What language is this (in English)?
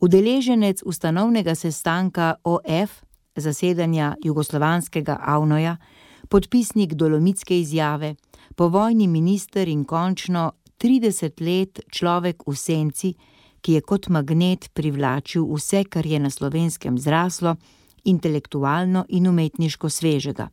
Slovenian